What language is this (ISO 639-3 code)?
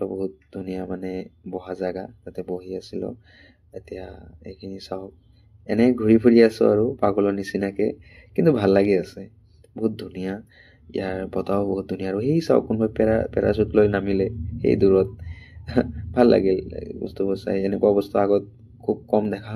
asm